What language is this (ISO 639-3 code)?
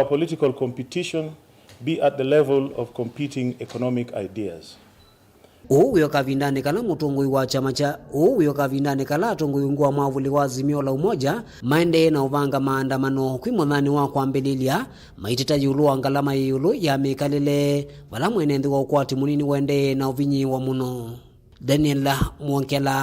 kam